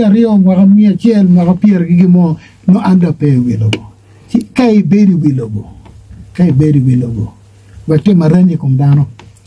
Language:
Acoli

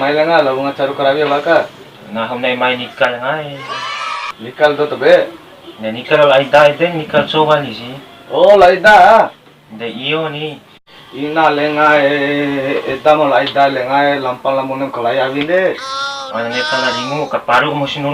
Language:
Bima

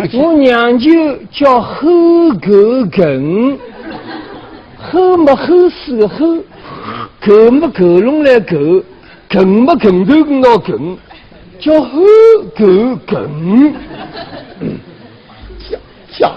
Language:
Wu Chinese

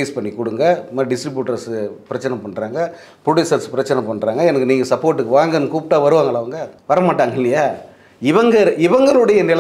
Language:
Tamil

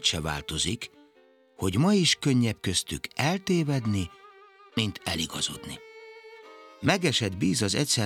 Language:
Hungarian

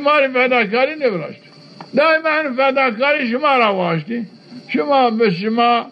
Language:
Zaza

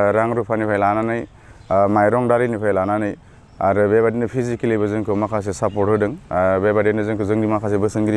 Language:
Bodo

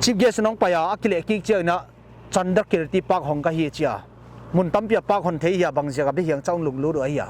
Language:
Paite Chin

